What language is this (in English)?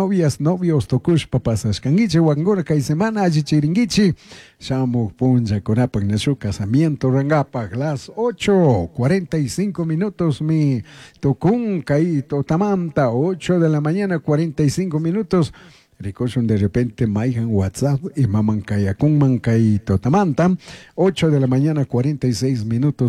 Chimborazo Highland Quichua